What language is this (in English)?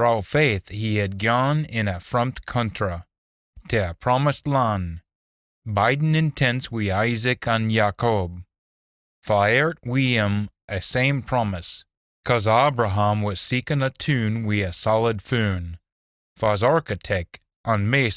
Scots